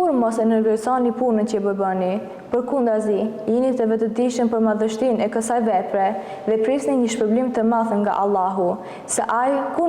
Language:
Albanian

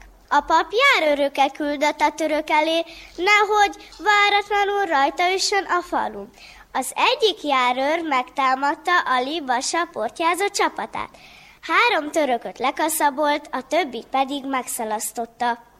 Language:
Hungarian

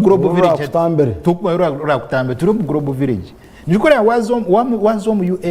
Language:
Nyankole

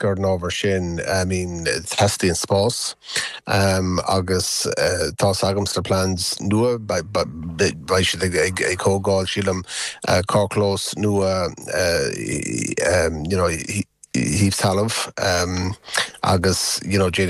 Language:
Irish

